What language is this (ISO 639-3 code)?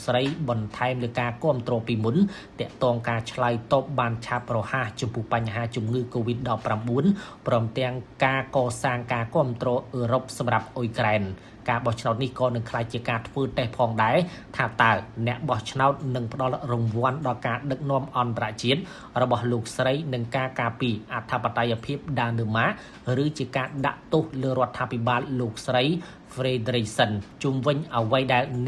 khm